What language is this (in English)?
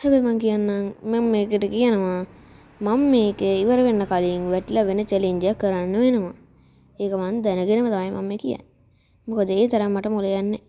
Sinhala